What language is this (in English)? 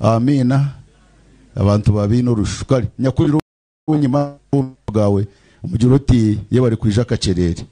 Nyankole